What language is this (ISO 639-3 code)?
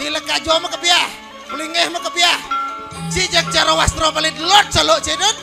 ban